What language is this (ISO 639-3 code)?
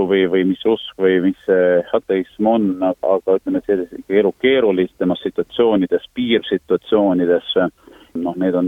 est